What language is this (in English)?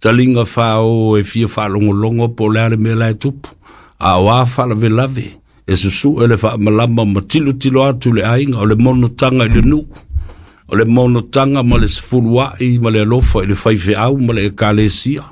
Samoan